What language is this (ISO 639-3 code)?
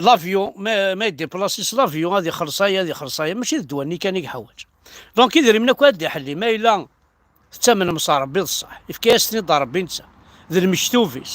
kab